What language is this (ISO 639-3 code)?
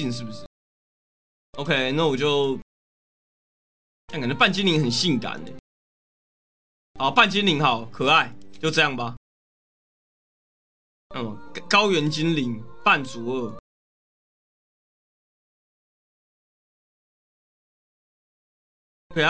zho